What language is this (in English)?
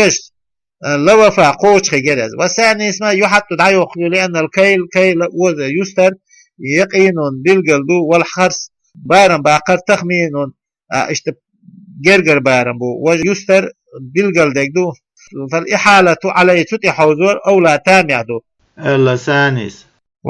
Chechen